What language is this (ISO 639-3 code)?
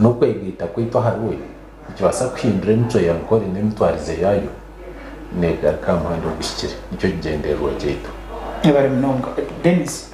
nyn